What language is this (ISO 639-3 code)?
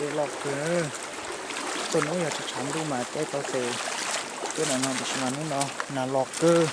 hmn